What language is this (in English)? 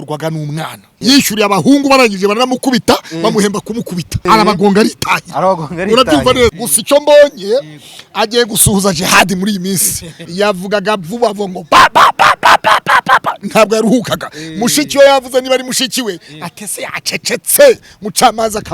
Kinyarwanda